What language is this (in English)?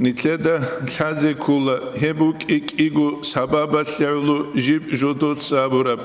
Avaric